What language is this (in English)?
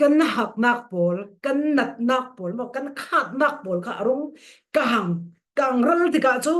Falam Chin